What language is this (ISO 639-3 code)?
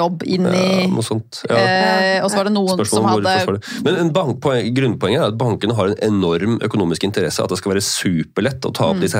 nor